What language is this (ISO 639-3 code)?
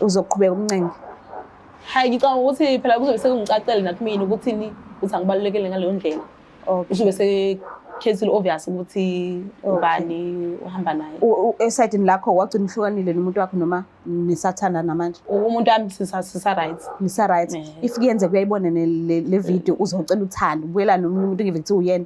zul